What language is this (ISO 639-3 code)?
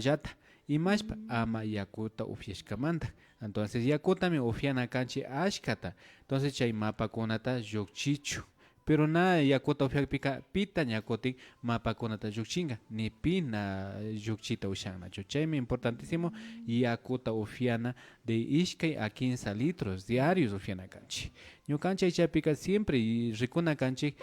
qvi